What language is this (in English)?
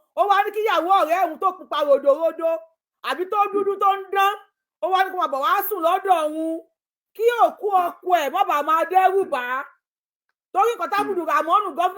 Yoruba